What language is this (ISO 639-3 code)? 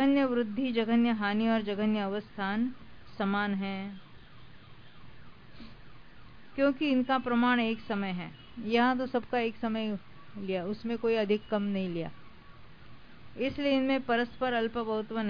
hin